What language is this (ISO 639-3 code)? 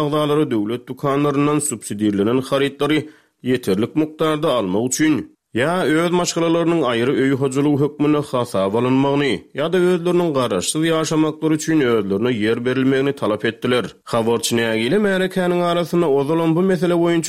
tuk